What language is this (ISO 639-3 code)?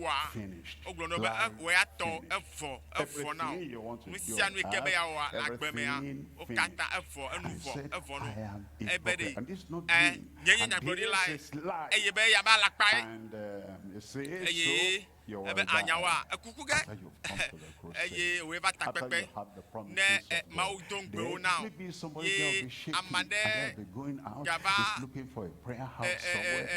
ewe